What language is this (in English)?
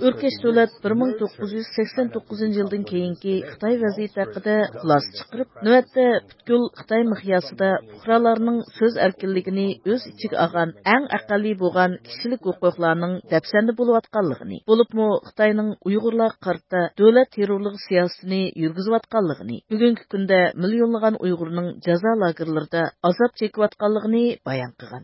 Uyghur